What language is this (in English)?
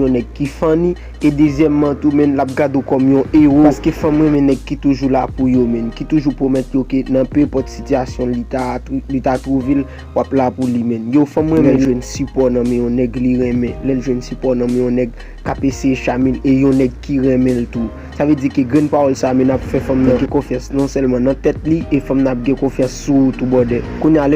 Haitian Creole